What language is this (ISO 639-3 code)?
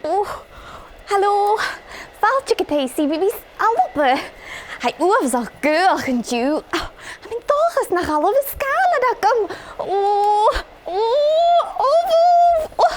gla